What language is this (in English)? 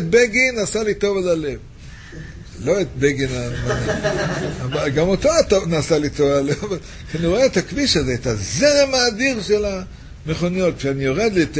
Hebrew